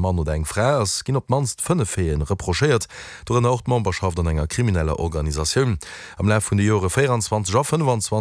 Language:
Luxembourgish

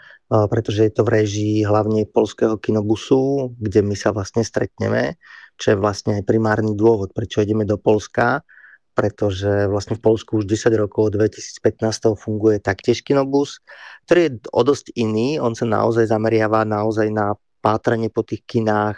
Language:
Slovak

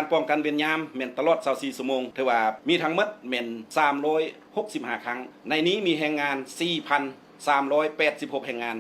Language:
Lao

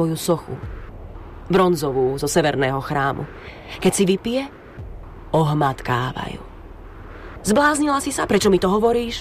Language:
Slovak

